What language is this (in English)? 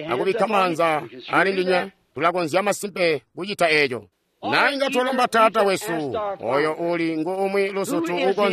Tonga (Zambia)